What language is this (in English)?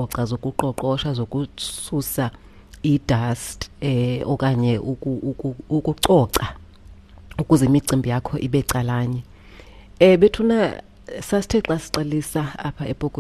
Xhosa